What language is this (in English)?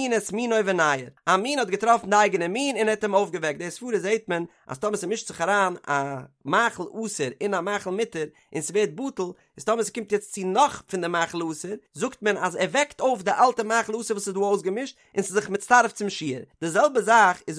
Yiddish